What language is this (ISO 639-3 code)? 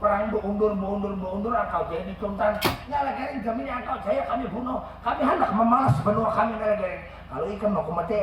bjn